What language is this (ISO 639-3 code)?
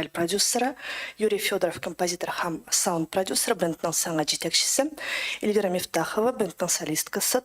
tat